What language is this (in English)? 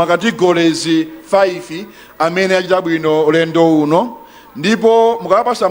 Nyanja